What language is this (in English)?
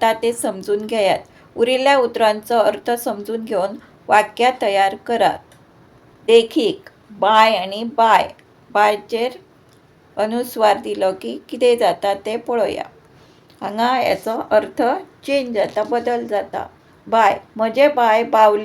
Konkani